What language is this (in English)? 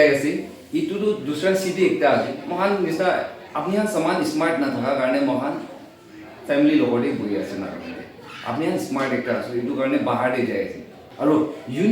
Naga Pidgin